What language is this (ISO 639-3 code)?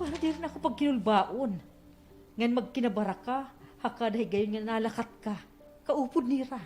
war